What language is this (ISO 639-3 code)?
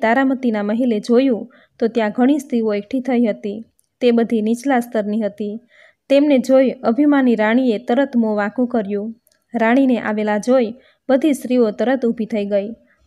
guj